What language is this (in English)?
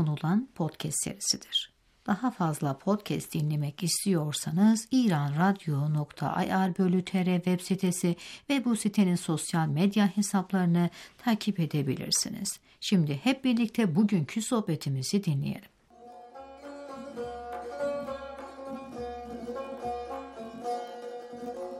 Turkish